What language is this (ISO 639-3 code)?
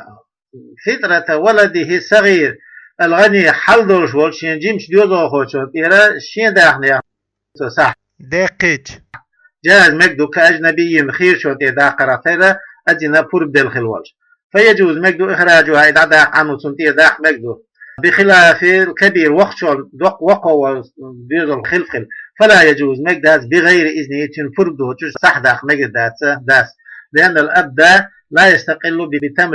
che